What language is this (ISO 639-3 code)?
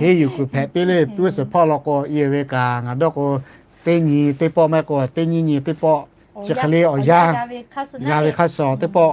lhu